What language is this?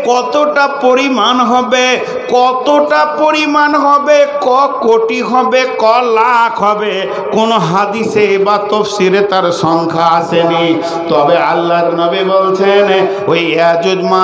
Bangla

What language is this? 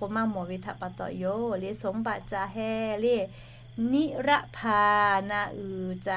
Lahu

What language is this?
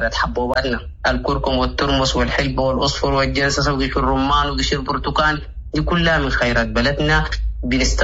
Sudanese Arabic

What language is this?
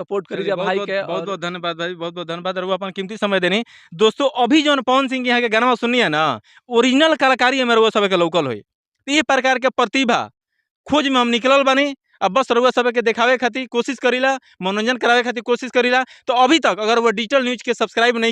Bhojpuri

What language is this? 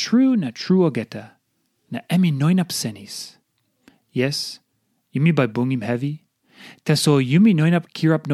Tok Pisin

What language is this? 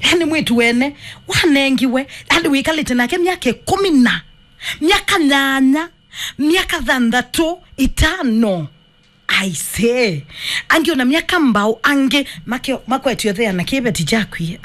Kamba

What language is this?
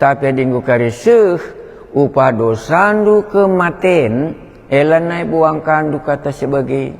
Batak Karo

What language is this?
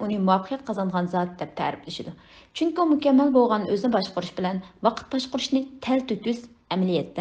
Uyghur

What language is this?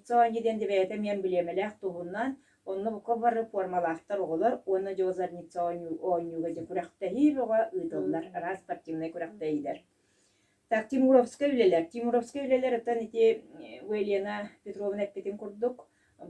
Yakut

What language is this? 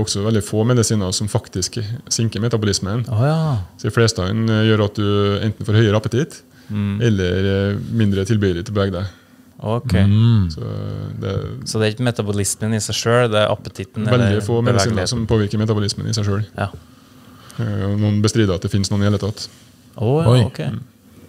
Norwegian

